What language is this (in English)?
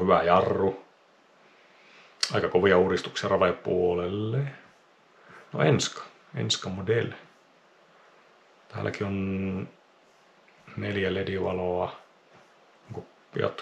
Finnish